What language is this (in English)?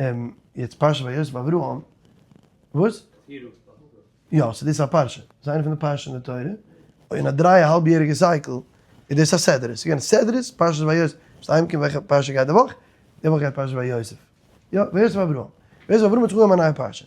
Yiddish